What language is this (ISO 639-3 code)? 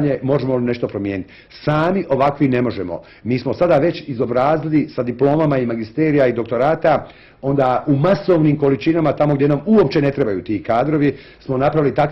bos